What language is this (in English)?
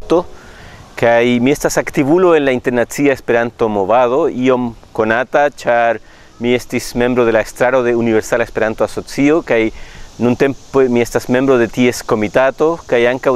Esperanto